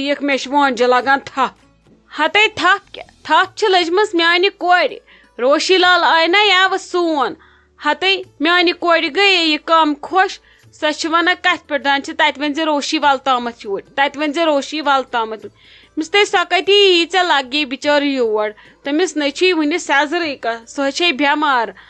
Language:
Kashmiri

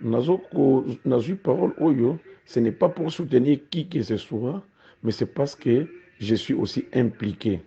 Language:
Lingala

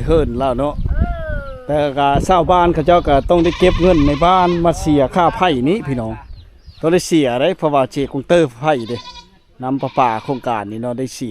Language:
Lao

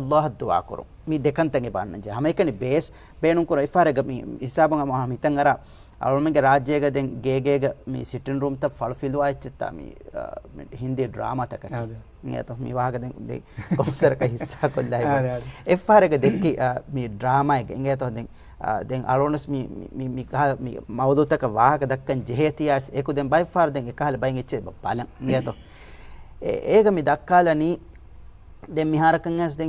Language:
Divehi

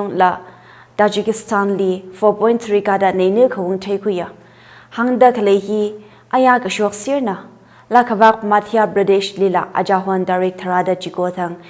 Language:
Tangkhul Naga (India)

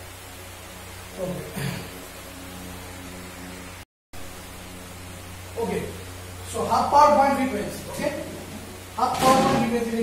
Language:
Bangla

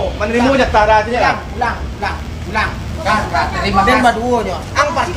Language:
Minangkabau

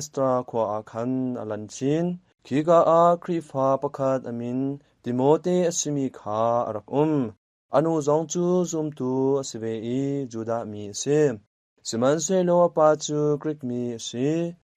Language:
Hakha Chin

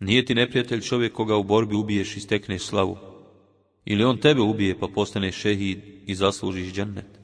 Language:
Bosnian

